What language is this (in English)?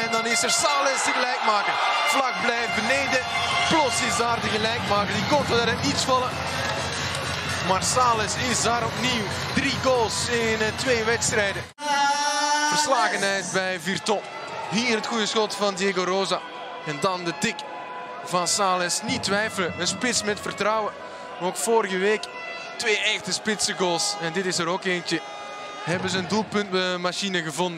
Dutch